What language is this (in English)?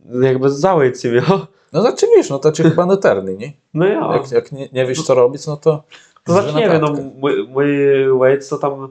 Kashubian